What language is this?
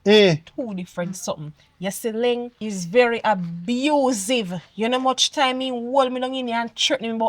Jamaican Creole English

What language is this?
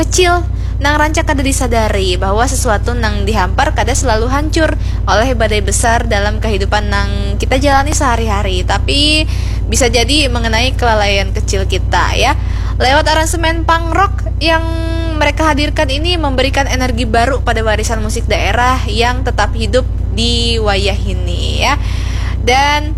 Banjar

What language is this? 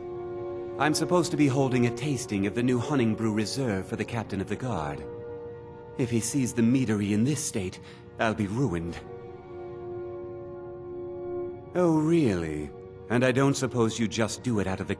English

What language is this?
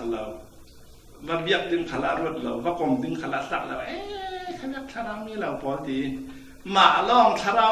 Falam Chin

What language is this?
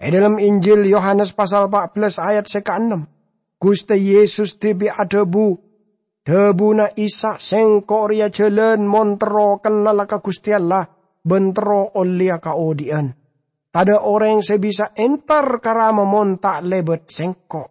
Madurese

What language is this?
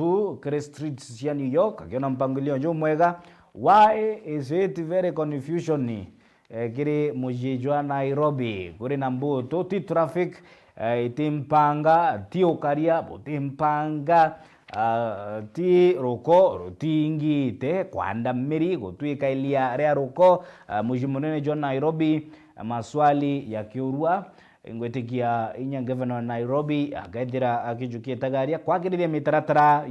Meru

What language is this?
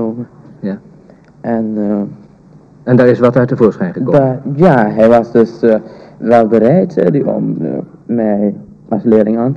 Dutch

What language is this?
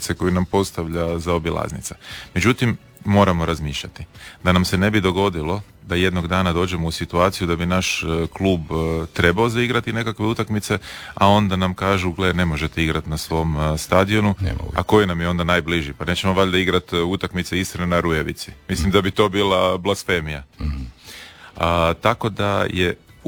Croatian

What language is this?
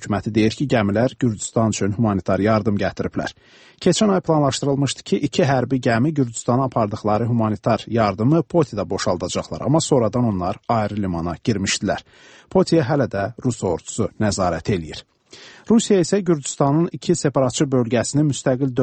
Azerbaijani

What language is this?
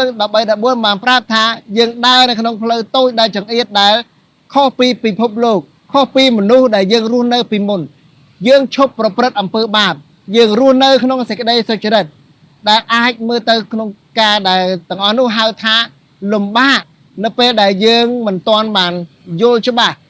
Khmer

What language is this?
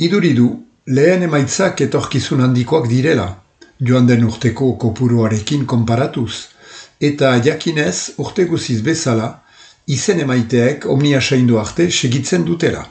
Basque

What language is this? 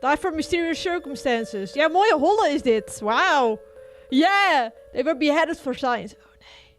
Western Frisian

